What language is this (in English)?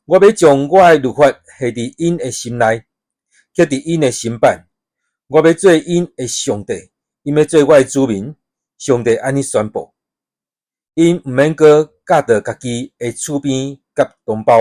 Min Nan Chinese